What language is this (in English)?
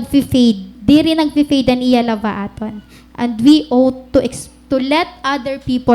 Waray